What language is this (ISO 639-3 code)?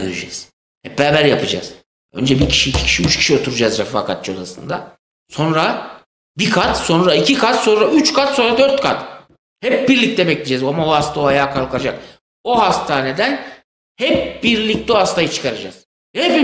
tur